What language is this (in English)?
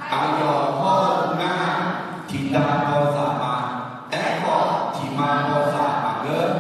Akha